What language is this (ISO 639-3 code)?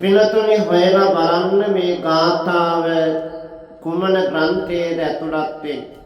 sin